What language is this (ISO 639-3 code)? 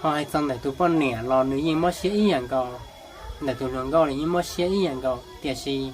hmn